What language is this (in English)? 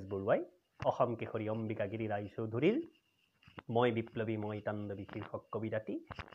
Assamese